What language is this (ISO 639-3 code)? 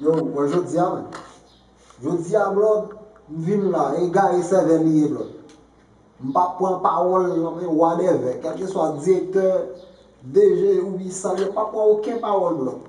hat